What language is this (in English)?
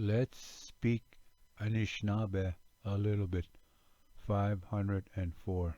Ojibwa